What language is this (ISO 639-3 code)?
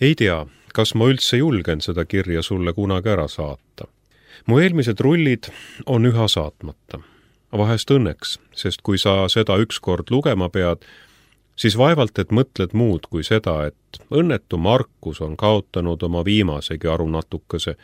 est